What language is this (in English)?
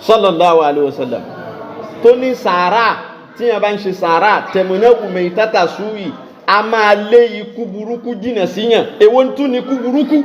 Yoruba